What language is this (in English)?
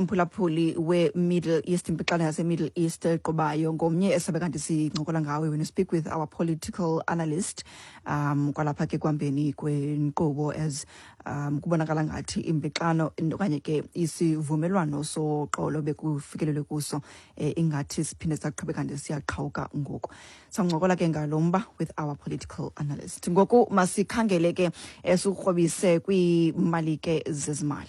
Xhosa